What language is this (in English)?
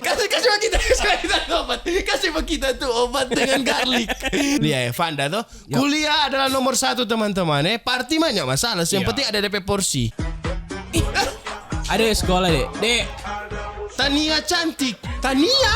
Manado Malay